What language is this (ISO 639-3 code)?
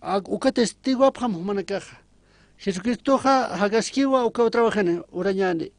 aym